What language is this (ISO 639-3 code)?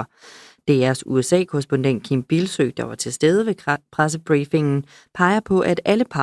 dan